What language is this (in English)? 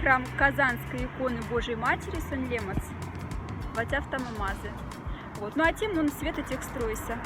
Moksha